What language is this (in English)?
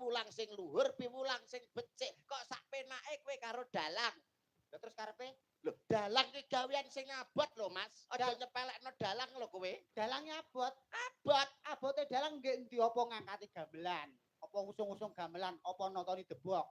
Javanese